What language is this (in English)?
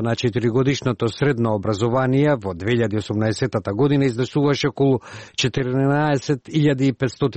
Macedonian